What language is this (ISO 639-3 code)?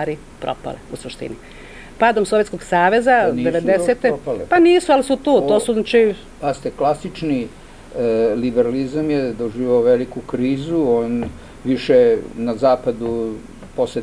srp